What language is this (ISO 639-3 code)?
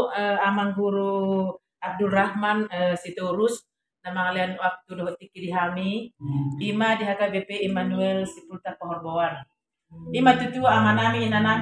bbc